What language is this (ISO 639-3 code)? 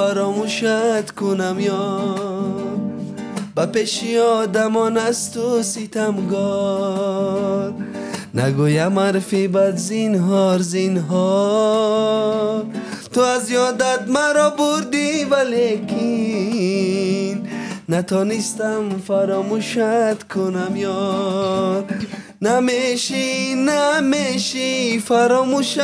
tgk